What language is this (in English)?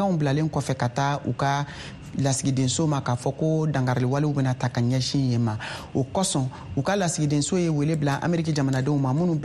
Bambara